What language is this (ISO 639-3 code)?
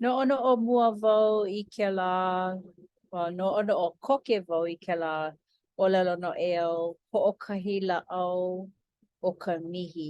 haw